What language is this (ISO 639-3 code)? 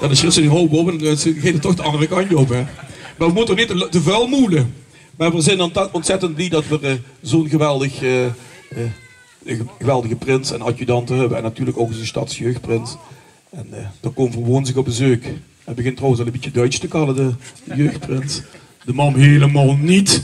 lim